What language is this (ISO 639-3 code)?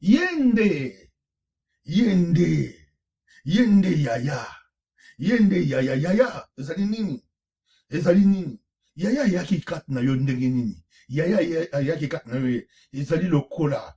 lin